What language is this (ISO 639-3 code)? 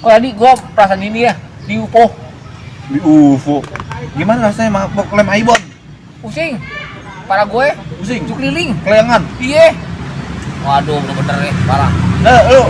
bew